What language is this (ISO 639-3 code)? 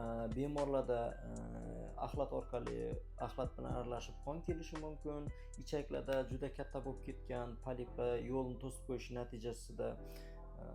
uzb